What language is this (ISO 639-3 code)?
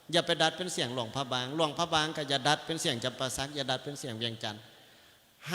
lao